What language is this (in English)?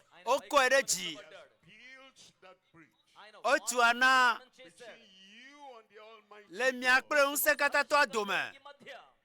Ewe